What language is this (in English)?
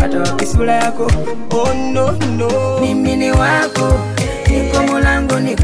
Swahili